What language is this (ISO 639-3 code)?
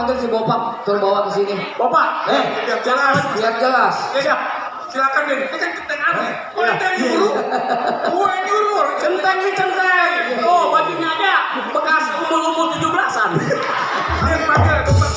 bew